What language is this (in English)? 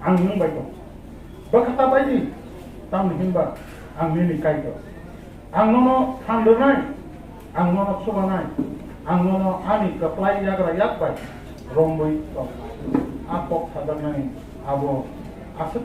Kok Borok